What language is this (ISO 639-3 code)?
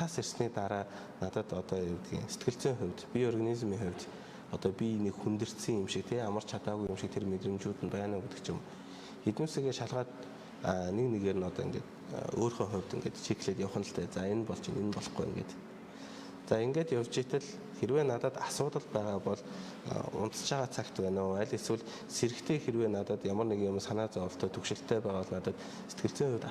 mon